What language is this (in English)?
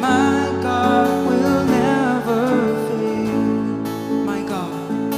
Swiss German